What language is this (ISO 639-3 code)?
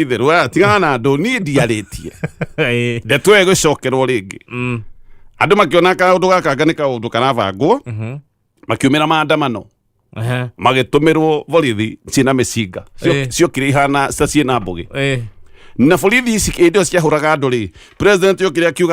kik